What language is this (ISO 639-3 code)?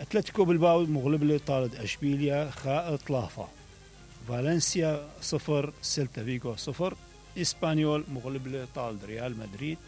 acm